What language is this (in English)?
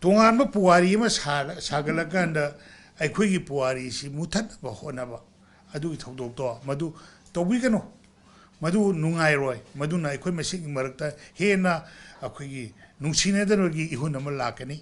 Manipuri